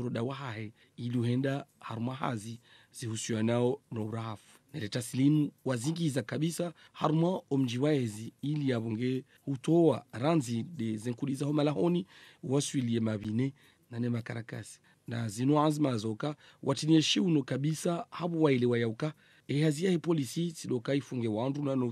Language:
Swahili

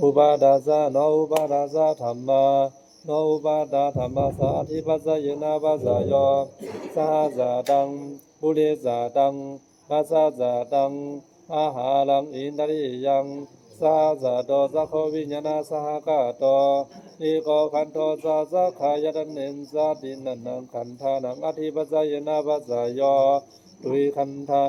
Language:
Pali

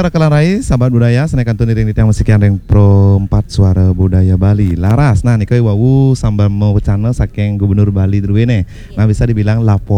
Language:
Balinese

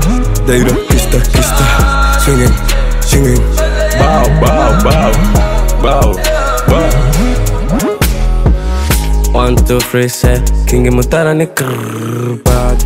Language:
Kinyarwanda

